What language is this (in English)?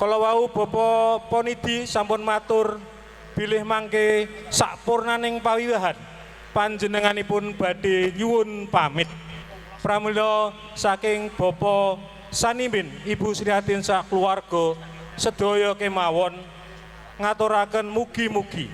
Javanese